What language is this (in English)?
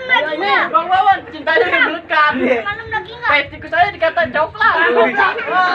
Betawi